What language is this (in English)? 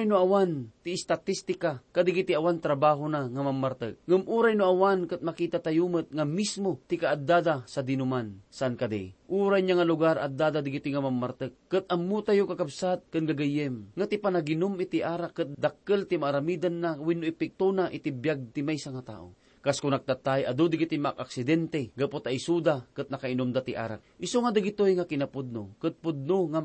Iloko